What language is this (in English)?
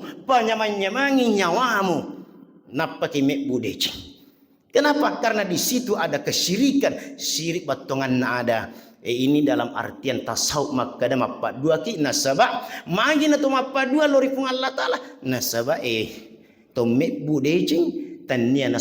Buginese